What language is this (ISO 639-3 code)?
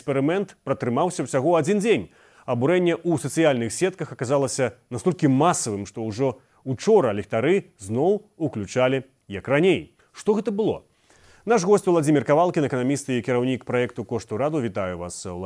bel